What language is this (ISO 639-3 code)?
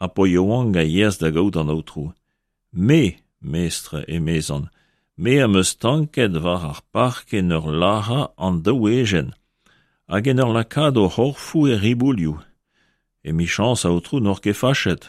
bre